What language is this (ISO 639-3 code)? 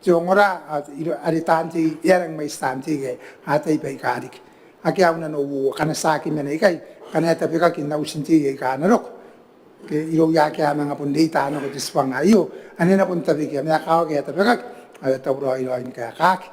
gil